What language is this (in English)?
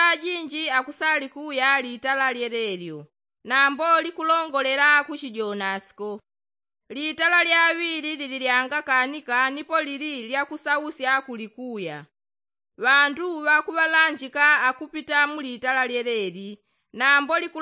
Yao